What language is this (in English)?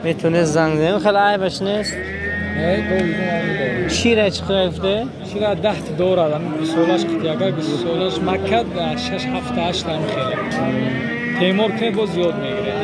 Tajik